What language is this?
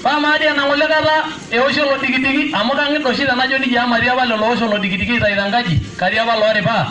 Masai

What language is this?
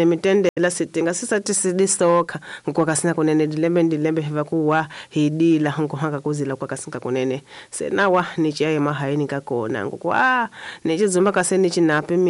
Tsonga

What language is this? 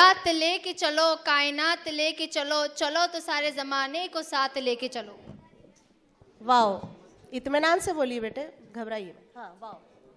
Hindi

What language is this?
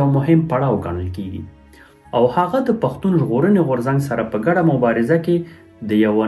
Pashto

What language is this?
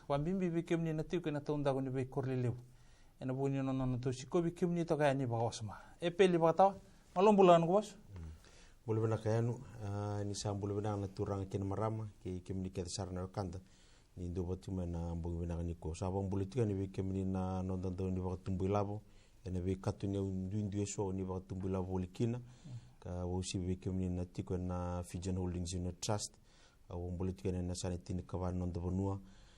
Fijian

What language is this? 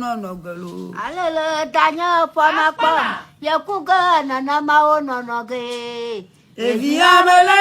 Ewe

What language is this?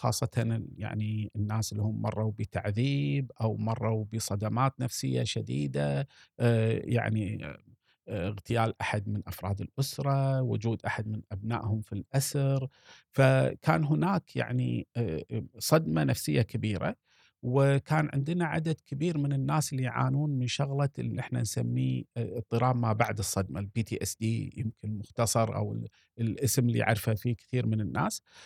Gulf Arabic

